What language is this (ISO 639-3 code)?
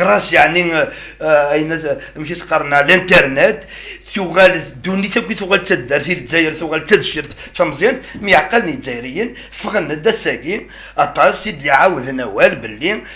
kab